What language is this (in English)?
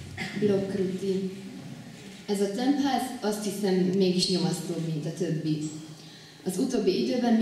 Hungarian